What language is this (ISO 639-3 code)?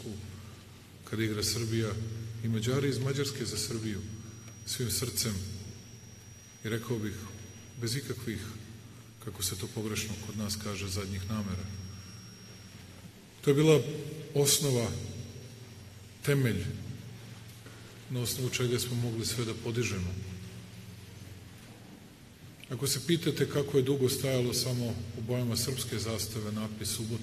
srp